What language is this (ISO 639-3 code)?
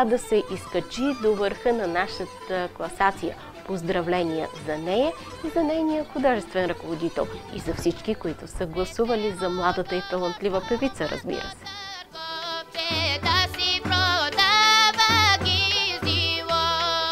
bul